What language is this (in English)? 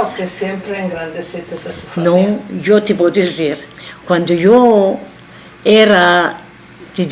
Ladino